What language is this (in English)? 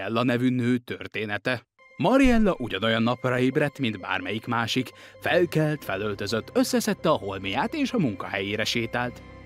Hungarian